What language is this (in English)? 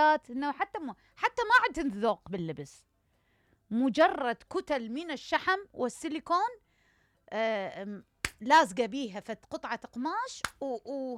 Mesopotamian Arabic